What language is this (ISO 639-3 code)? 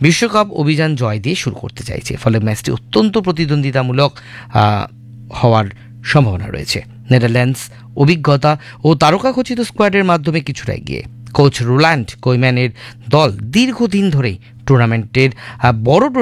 ben